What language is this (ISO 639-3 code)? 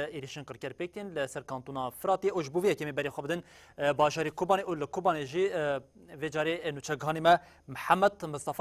kur